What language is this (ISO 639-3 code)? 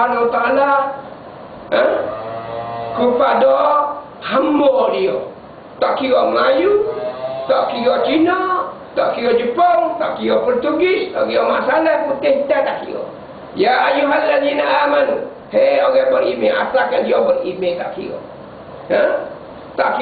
msa